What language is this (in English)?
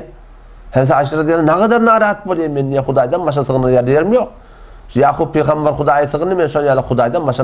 Turkmen